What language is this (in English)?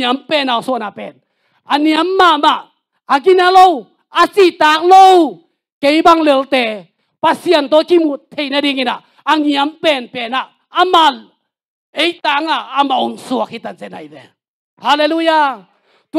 Tedim Chin